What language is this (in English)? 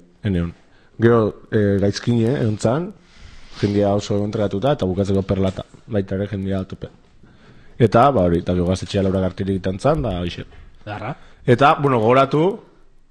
Basque